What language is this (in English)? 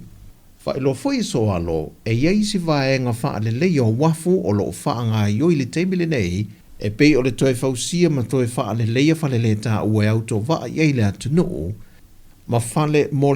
Samoan